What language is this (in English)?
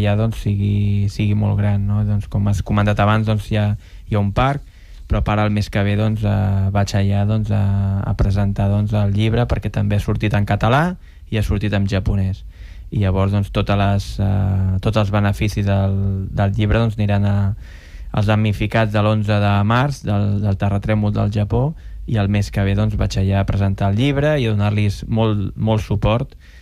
Catalan